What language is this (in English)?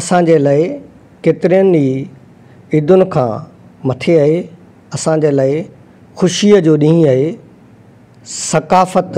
Sindhi